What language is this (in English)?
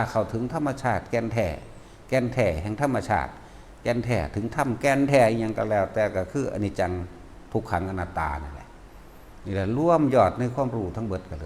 Northeastern Thai